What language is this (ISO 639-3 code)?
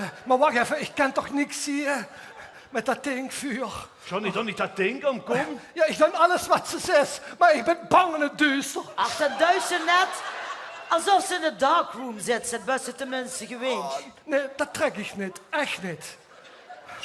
lim